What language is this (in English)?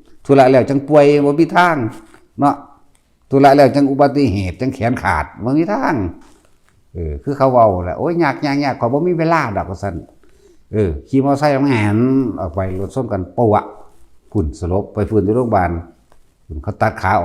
Northeastern Thai